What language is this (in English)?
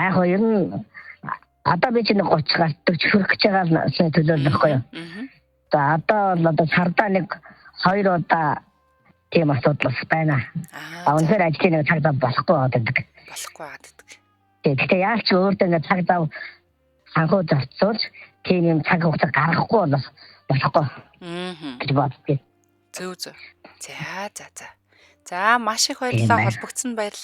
Mongolian